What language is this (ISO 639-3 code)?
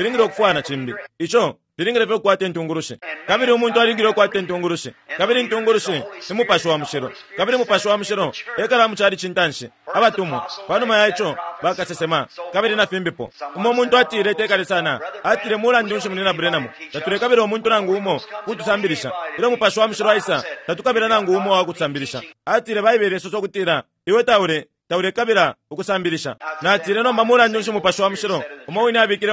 bem